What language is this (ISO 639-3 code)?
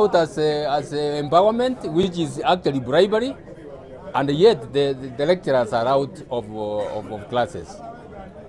guz